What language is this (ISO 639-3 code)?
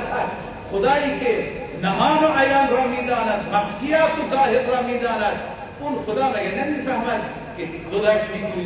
fas